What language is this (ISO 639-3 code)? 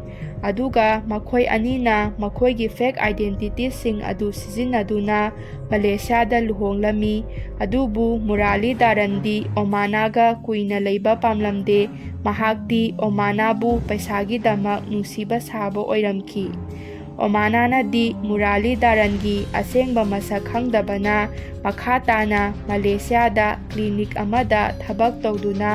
mni